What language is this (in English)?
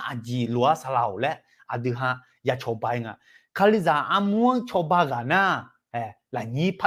Akha